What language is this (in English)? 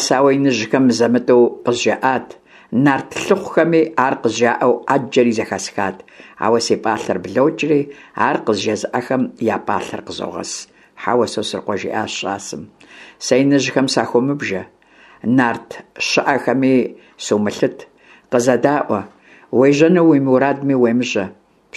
Kabardian